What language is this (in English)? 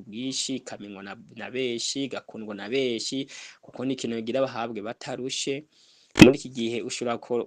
Rundi